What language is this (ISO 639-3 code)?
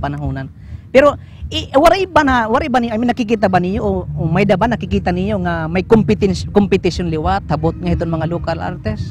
war